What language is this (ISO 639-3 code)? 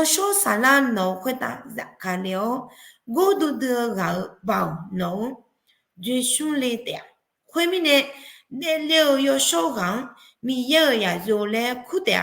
ahk